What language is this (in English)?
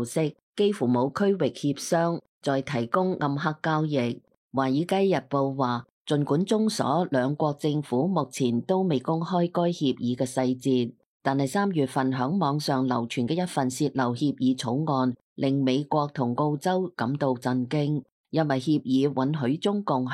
Cantonese